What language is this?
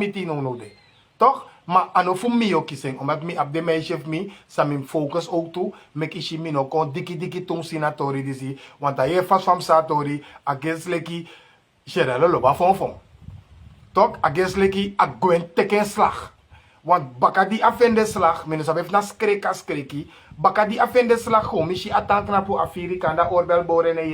Sranan Tongo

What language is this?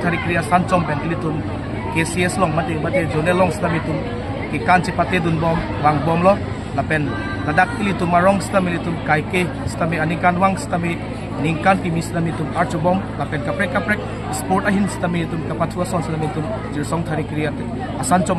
Karbi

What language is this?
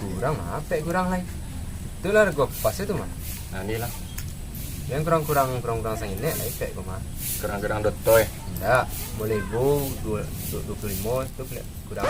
Minangkabau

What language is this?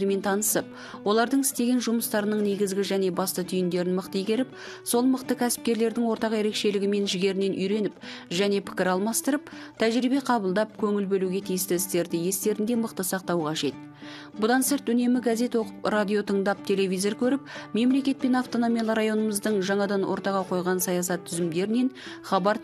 Kazakh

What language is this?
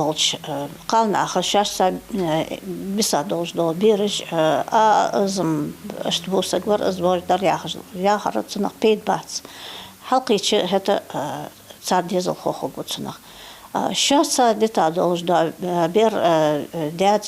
Ingush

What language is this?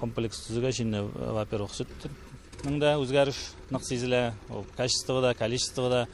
Tatar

